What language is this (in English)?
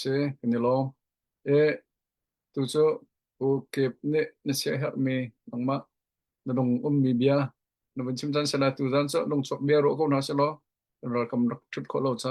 Hakha Chin